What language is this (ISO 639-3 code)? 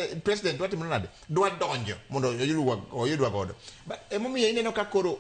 luo